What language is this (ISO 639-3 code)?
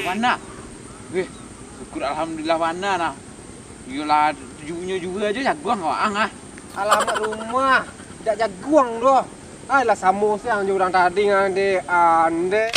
min